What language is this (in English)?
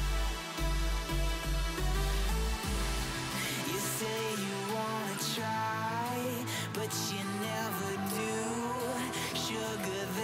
Estonian